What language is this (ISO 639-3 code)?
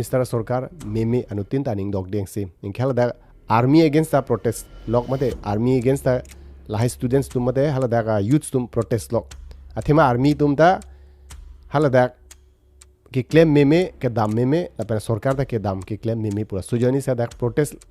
mjw